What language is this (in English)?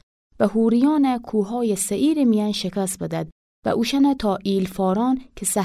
Gilaki